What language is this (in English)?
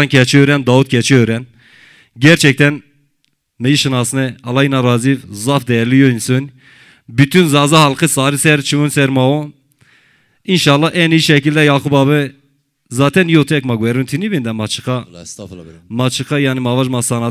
Zaza